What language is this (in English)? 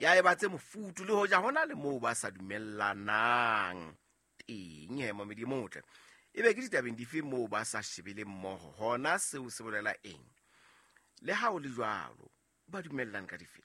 Southern Sotho